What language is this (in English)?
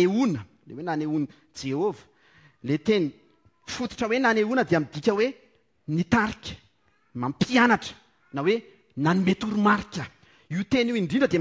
Malagasy